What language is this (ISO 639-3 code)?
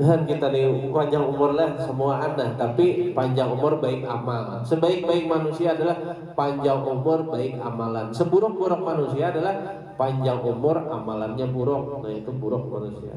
bjn